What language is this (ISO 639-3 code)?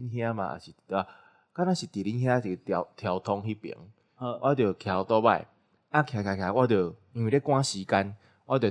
nan